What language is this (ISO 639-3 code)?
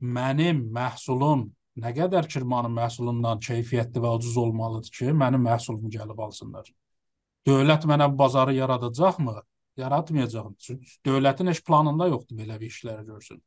azb